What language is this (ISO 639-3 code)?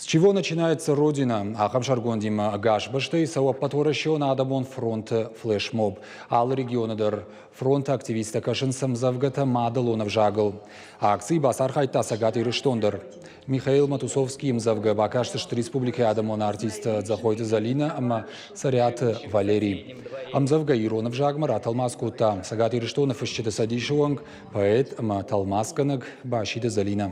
oss